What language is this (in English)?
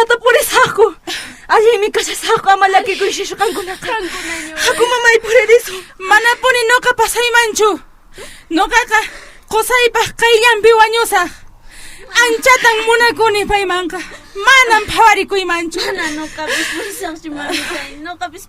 Quechua